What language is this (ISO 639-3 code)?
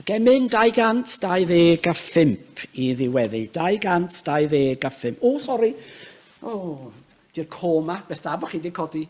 cym